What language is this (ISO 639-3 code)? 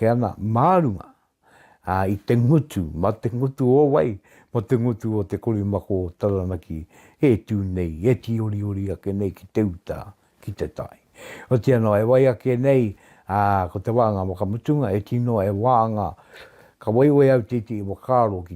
mri